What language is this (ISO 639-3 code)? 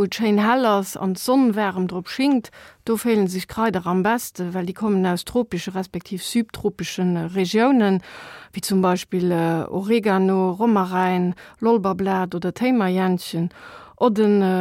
ltz